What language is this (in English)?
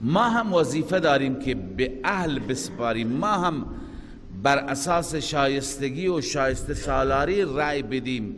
Persian